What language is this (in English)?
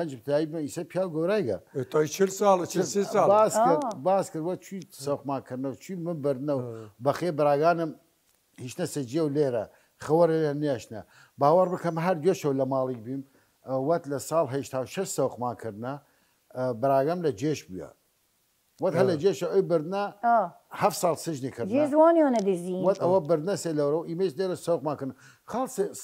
Southern Kurdish